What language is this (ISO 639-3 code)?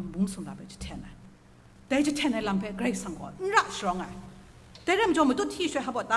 kac